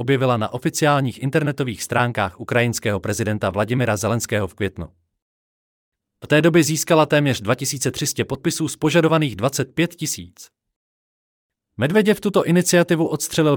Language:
Czech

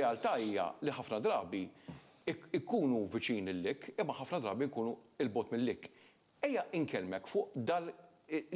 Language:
Maltese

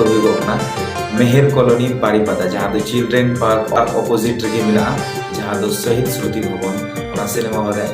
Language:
Santali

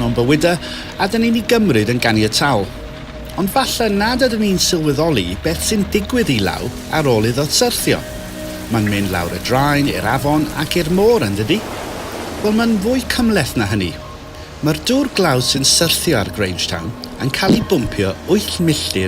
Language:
Welsh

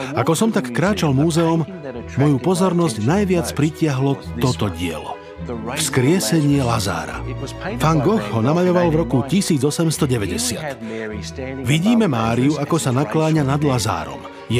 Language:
Slovak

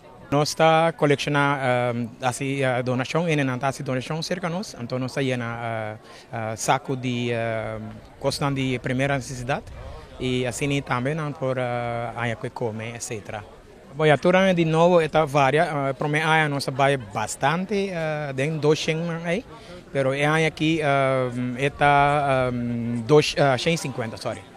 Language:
Papiamento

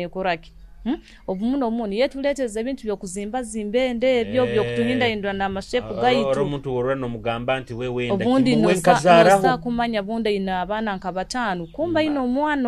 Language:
Nyoro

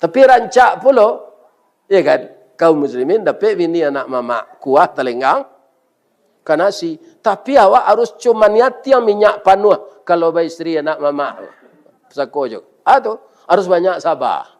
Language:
Minangkabau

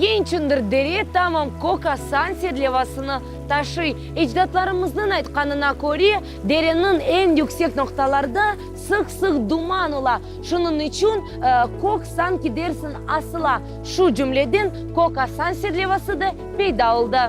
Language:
Crimean Tatar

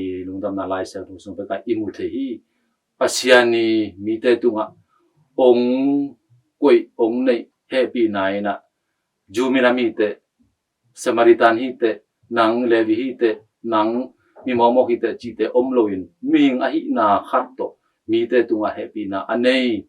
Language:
Tedim Chin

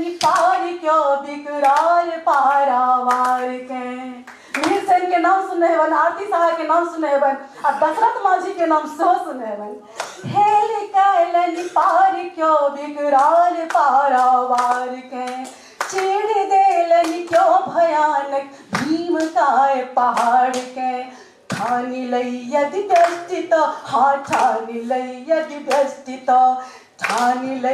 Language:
Maithili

